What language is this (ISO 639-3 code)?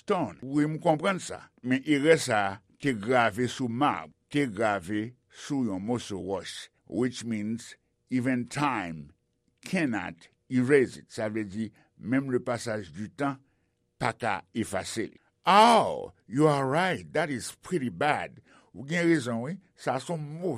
hat